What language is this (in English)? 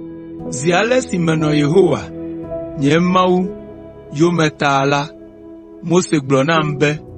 Ewe